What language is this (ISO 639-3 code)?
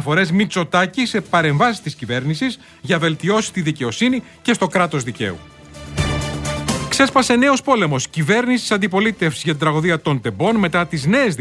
ell